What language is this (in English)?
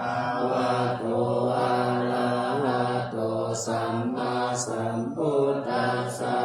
Pali